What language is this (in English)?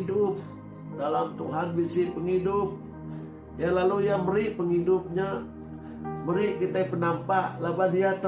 Iban